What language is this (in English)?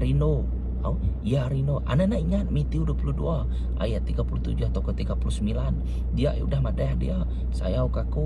Iban